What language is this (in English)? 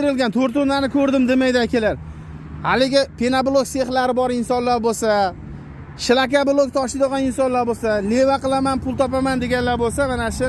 Uzbek